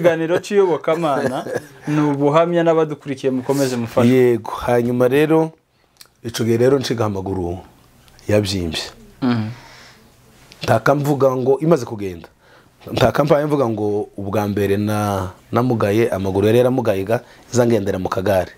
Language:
Kinyarwanda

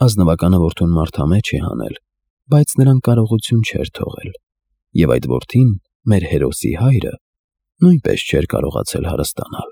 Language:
Armenian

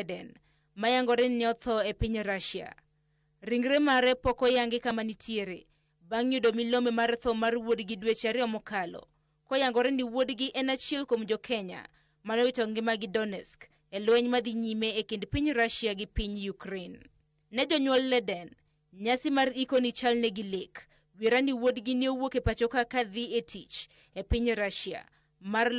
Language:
Luo (Kenya and Tanzania)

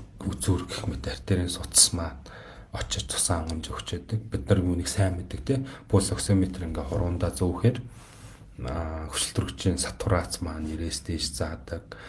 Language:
Mongolian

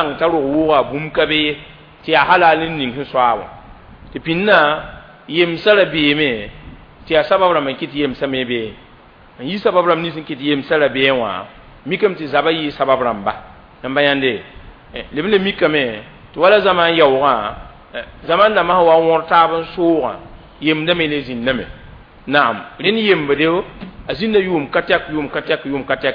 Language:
Mossi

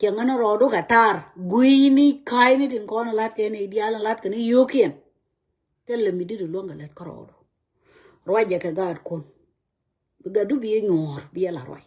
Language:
Nuer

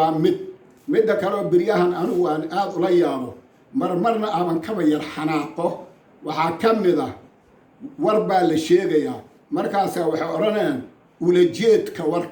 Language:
Somali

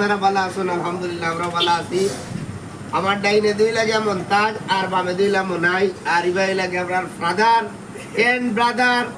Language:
Sylheti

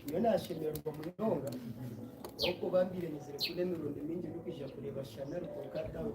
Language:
Nyankole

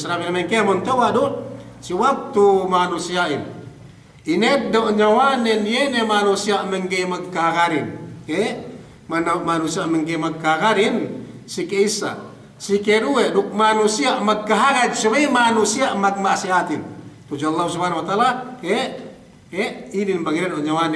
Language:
Yakan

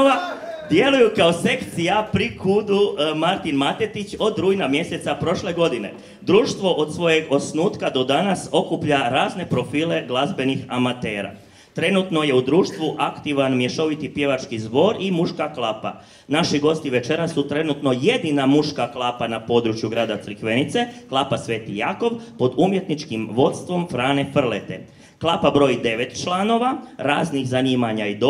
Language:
Croatian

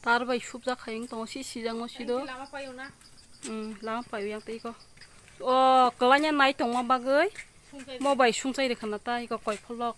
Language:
Kok Borok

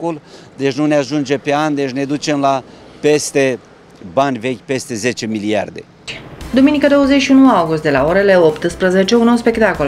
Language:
Romanian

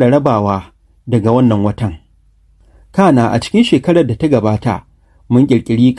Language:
Hausa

